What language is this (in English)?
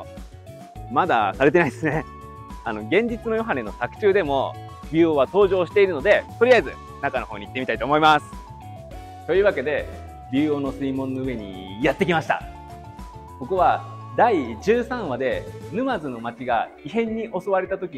Japanese